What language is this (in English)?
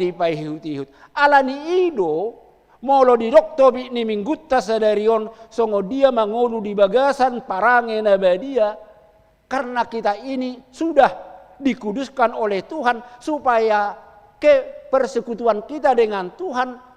Batak Toba